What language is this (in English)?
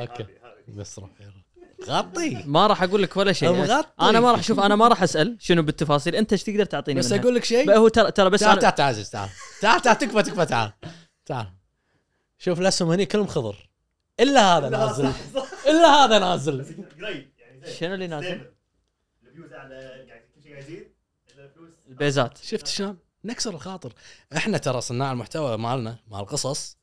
Gulf Arabic